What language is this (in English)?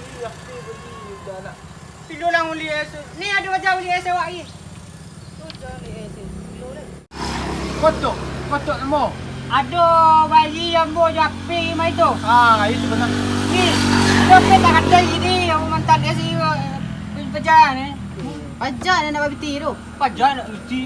Minangkabau